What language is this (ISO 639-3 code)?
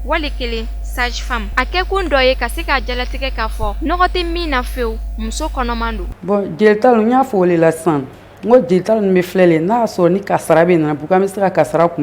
bam